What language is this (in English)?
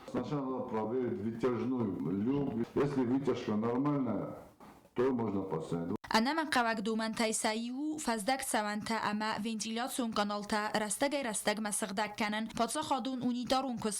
Ossetic